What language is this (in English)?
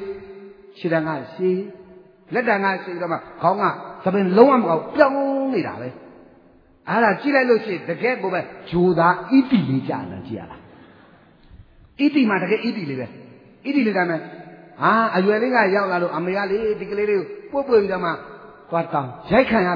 Burmese